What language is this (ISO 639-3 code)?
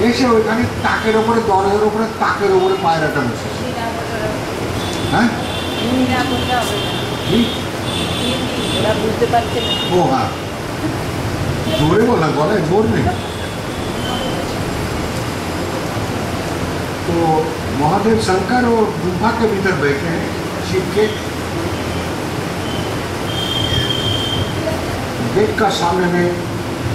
ben